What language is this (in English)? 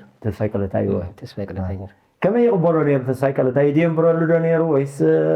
Tigrinya